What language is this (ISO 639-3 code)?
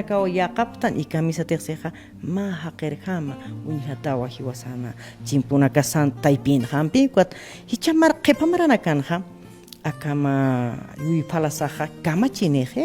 aym